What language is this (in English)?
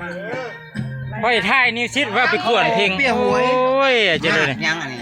Lao